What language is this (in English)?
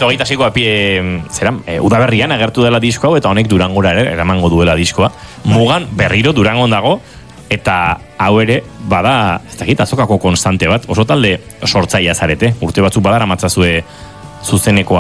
Basque